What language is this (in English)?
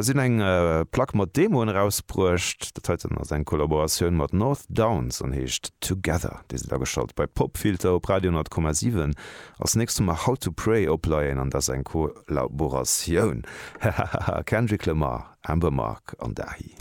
Luxembourgish